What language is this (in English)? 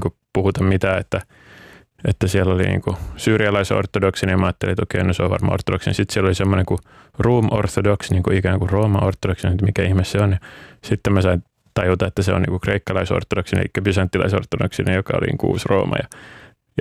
Finnish